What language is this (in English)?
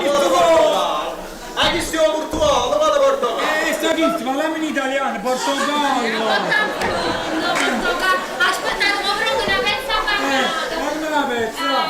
Neapolitan